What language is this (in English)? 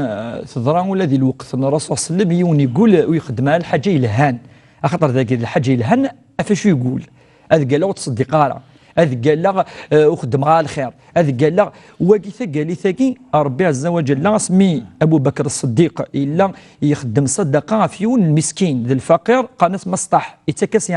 Kabyle